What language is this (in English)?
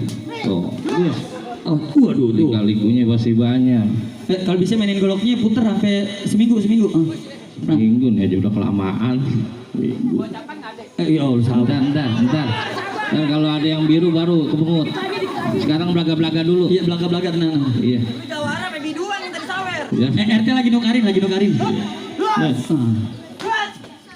Betawi